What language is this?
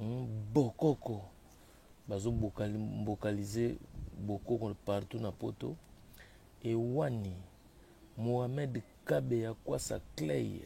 Lingala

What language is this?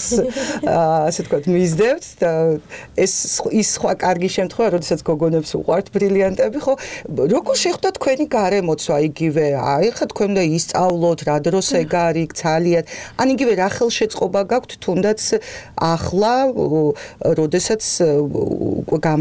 Georgian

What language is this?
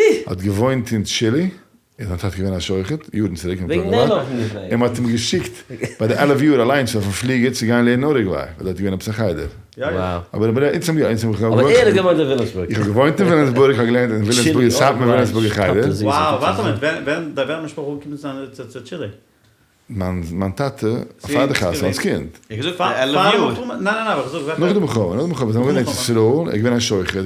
Yiddish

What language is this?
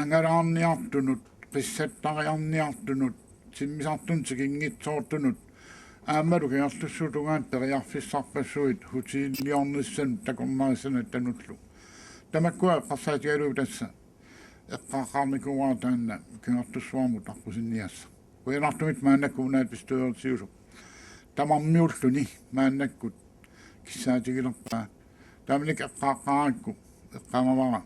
Kalaallisut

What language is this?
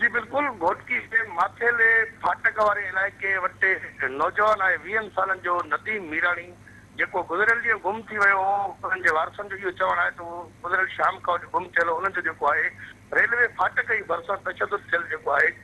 Sindhi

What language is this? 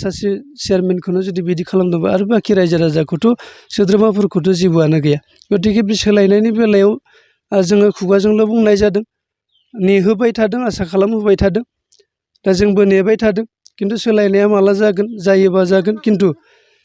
Bodo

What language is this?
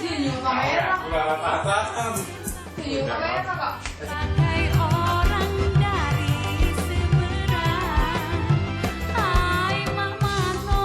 Musi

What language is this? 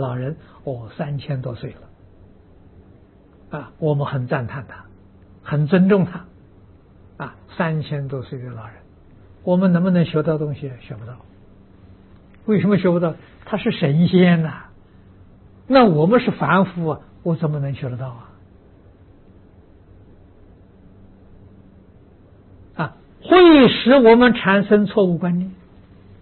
Chinese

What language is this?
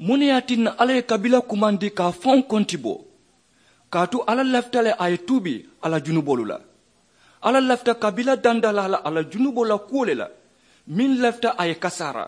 Mandingo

